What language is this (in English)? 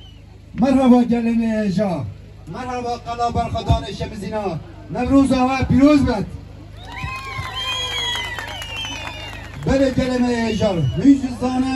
Kurdish